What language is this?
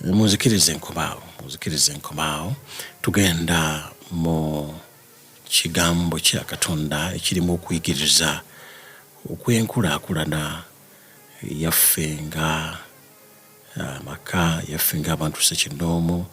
Ganda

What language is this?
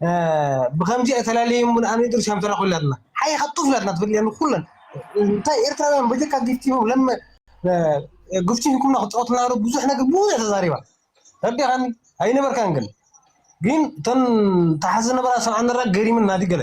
Tigrinya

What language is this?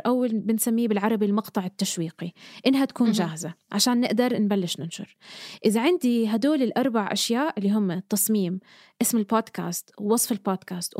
North Levantine Arabic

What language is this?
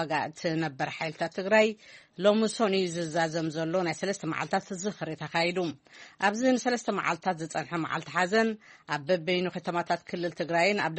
Tigrinya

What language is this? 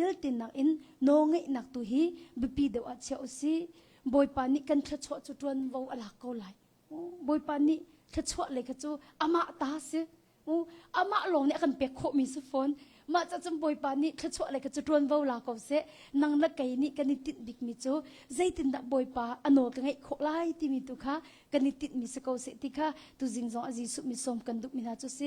Hakha Chin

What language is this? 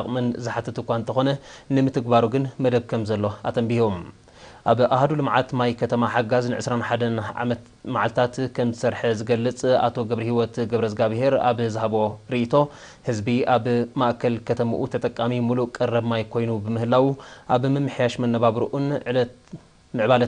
Tigrinya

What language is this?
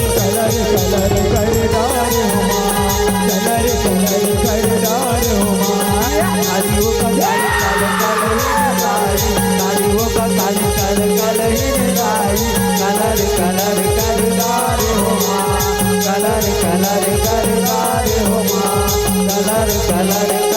Chhattisgarhi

